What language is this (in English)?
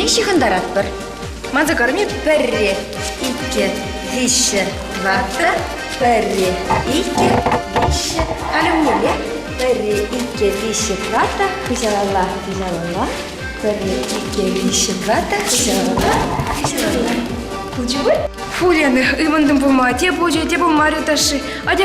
Chuvash